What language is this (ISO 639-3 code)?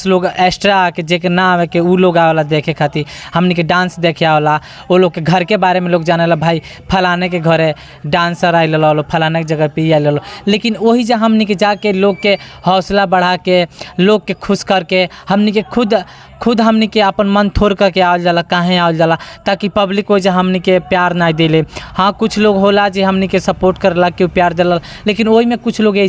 bho